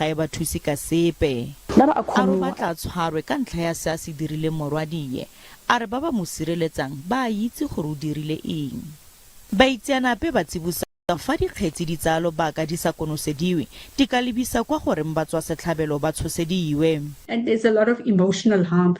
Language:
Tswana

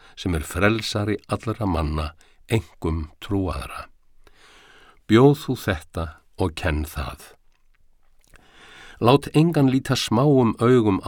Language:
Icelandic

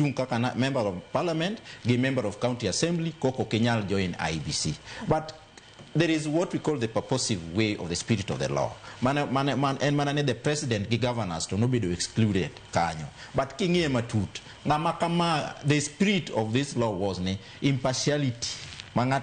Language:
Luo (Kenya and Tanzania)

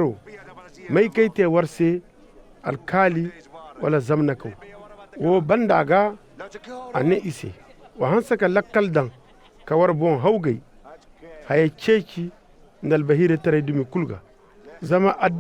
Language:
Zarma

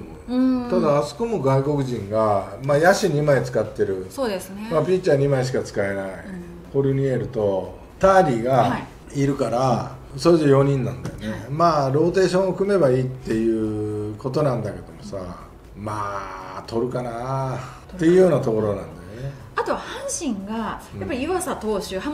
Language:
Japanese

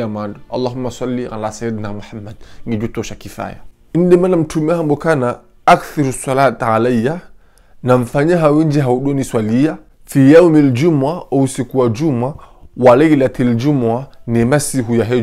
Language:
Ngazidja Comorian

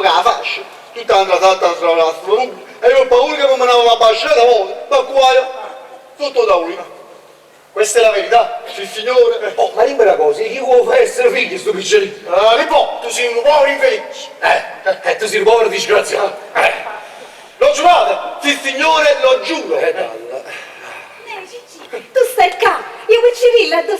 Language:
Neapolitan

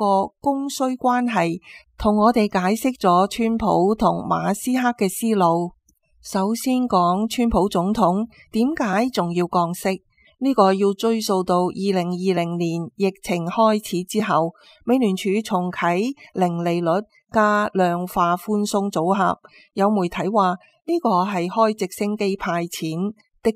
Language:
Cantonese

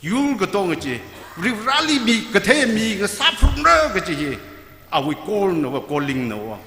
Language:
Tangkhul Naga (India)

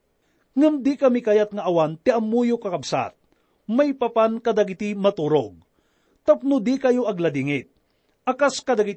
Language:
Iloko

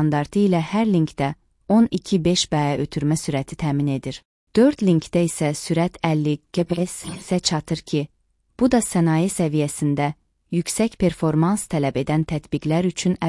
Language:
Azerbaijani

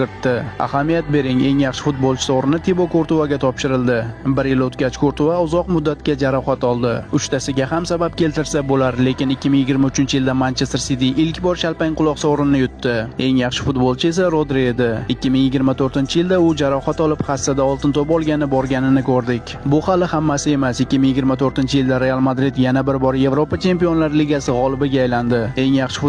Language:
Uzbek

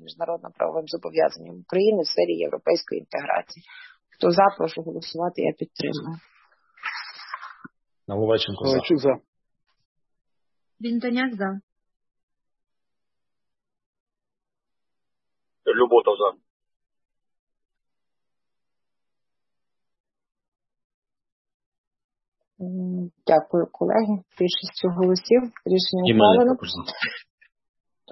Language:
Ukrainian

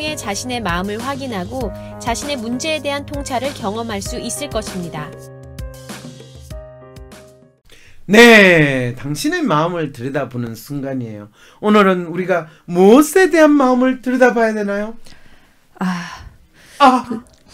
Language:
Korean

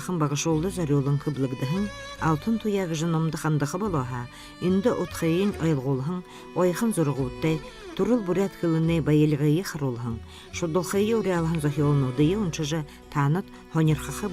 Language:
Buriat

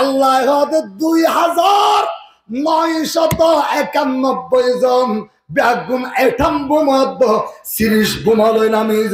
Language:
Rohingya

